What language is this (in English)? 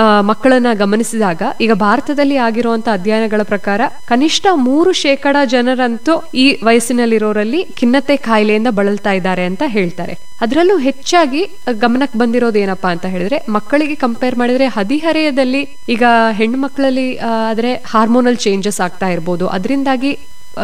Kannada